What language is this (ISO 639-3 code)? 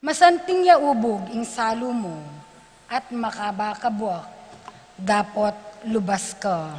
pam